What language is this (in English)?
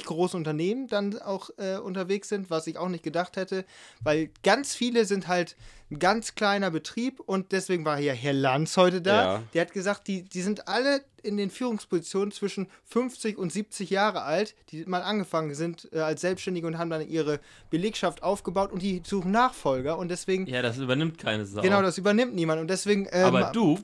German